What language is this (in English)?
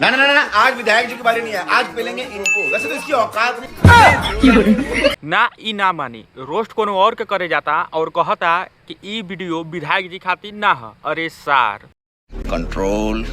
Bhojpuri